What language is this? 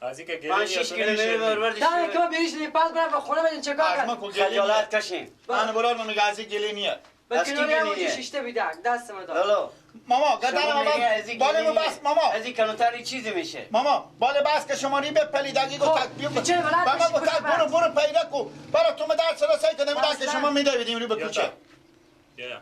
Persian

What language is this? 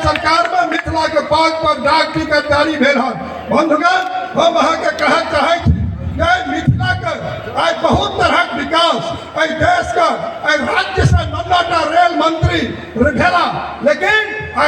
Maithili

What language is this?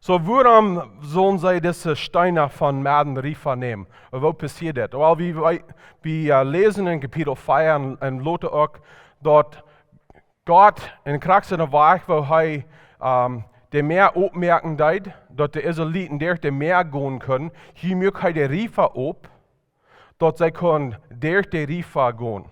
Plautdietsch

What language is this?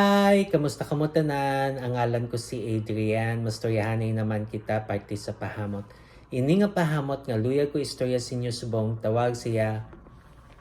Hiligaynon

